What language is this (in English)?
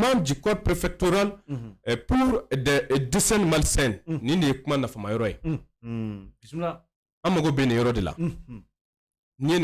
Bambara